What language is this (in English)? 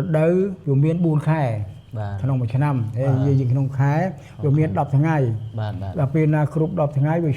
Khmer